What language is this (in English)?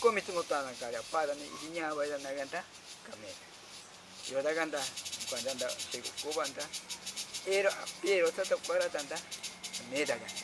Ashéninka Perené